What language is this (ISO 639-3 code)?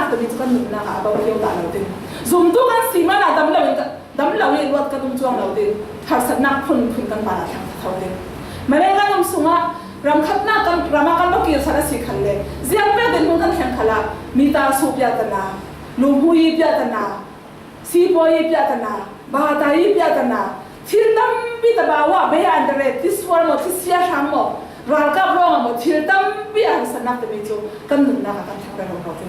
cfm